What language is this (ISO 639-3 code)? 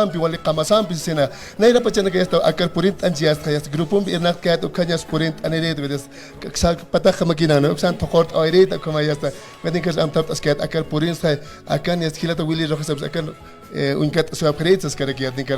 aym